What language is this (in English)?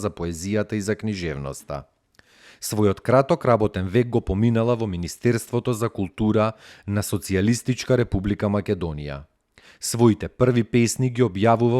Macedonian